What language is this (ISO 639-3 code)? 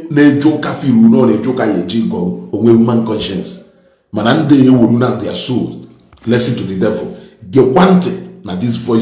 ibo